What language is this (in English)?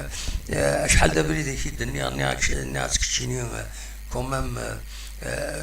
Kabyle